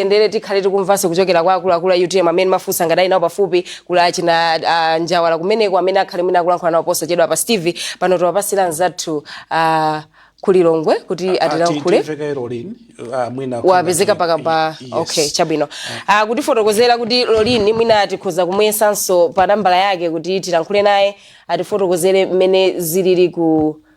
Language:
Nyanja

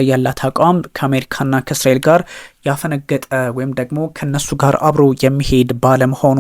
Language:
Amharic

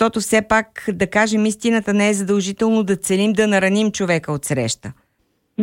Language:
Bulgarian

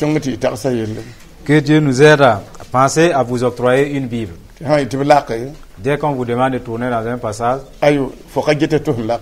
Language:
Mossi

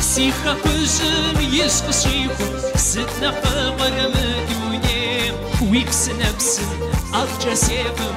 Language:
Kabardian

